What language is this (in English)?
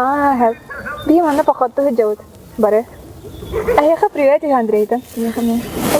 Yakut